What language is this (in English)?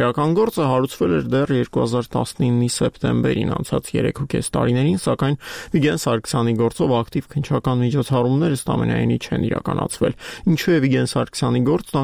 Armenian